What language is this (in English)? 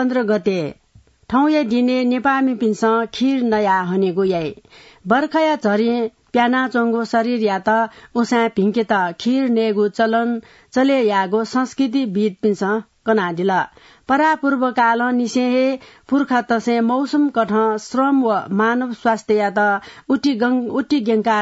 Newari